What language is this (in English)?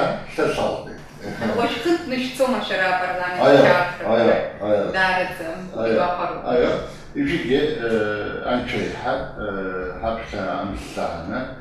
Abkhazian